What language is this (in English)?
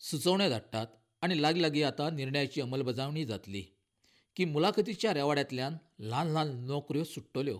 Konkani